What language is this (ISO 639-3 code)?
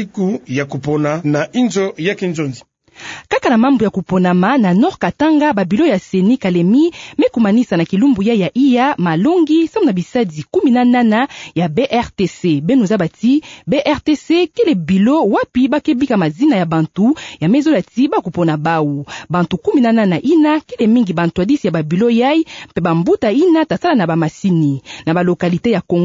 ktu